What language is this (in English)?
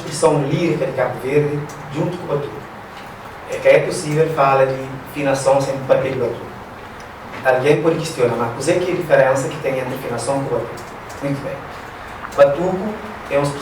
Kabuverdianu